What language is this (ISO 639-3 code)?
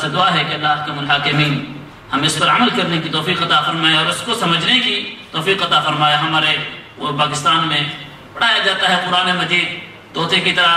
urd